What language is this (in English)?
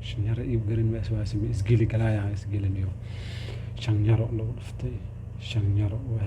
Somali